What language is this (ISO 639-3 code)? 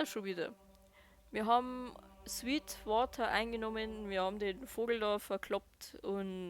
bar